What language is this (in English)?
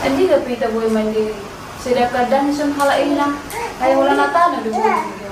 Batak Toba